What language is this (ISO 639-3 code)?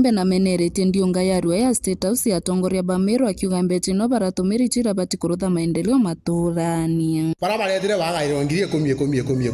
mer